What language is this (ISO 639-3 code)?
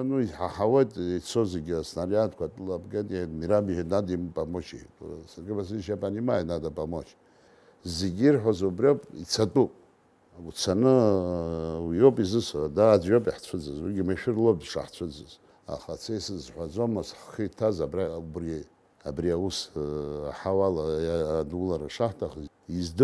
abk